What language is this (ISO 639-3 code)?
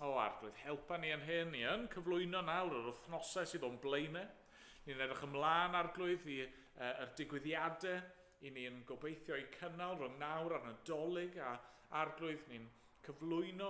cym